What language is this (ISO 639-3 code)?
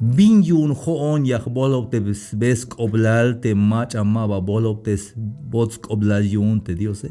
tzh